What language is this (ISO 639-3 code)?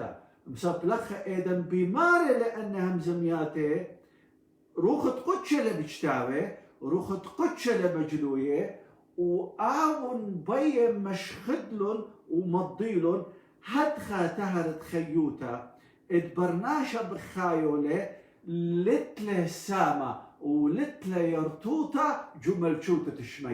aii